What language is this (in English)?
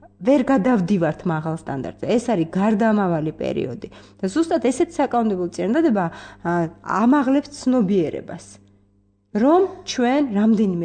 Georgian